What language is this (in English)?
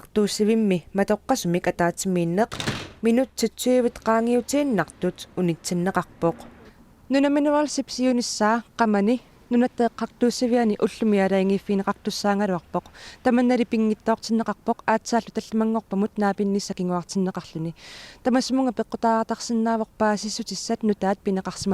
Kalaallisut